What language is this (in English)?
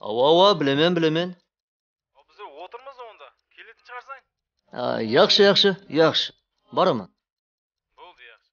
Kara-Kalpak